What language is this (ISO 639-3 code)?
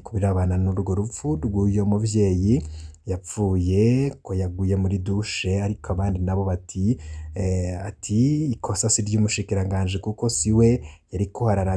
run